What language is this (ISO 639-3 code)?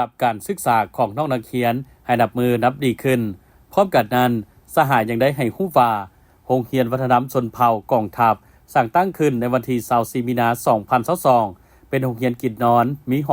lao